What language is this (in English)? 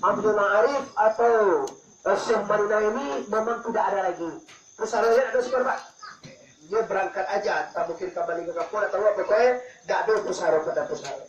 Minangkabau